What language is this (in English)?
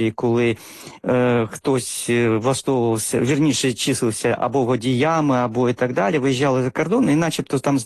Ukrainian